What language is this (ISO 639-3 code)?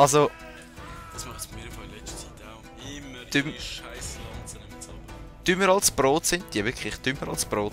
gsw